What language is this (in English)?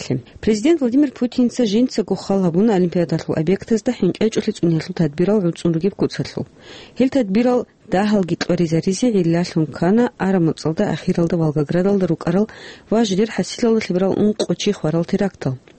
Avaric